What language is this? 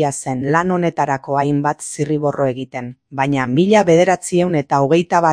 Basque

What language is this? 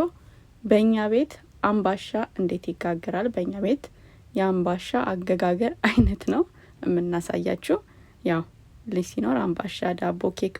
Amharic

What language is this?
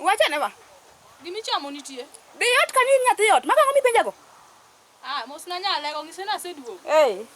Luo (Kenya and Tanzania)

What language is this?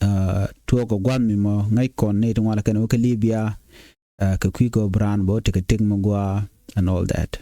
Nuer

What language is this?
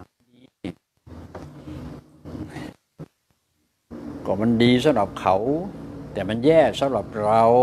Thai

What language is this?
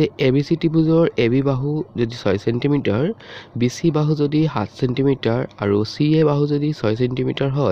Assamese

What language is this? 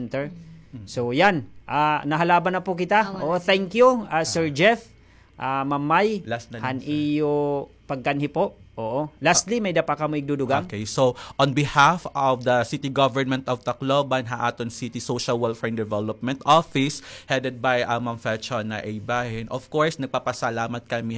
Waray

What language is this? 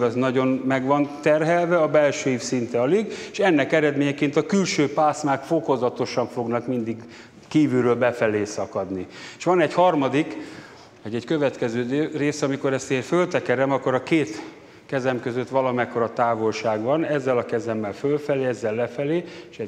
Hungarian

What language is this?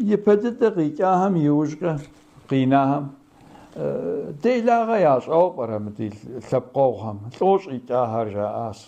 Kabardian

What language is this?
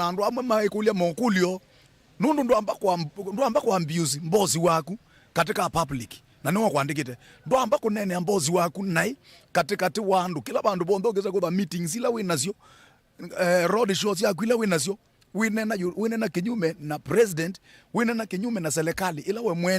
Kamba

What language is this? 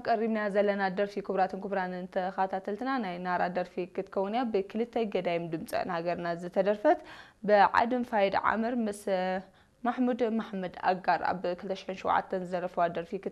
Tigrinya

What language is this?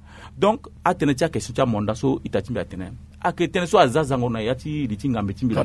Sango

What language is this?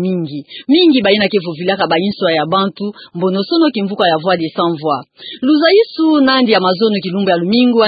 Kituba (Democratic Republic of Congo)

